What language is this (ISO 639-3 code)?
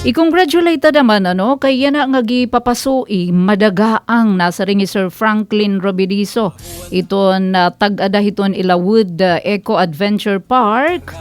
war